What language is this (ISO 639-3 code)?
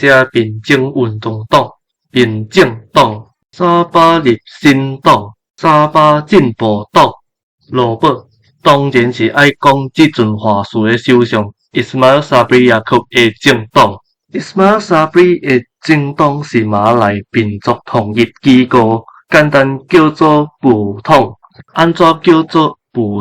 nan